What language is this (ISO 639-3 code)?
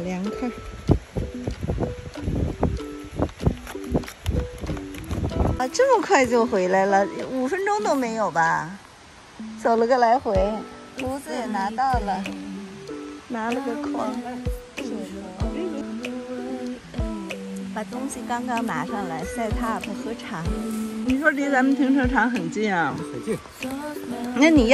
zho